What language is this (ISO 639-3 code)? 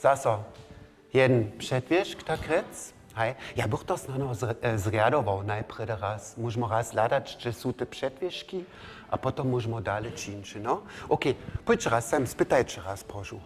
hsb